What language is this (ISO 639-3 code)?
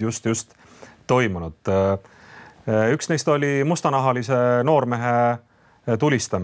est